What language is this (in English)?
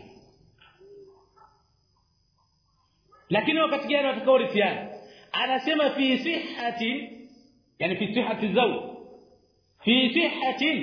Swahili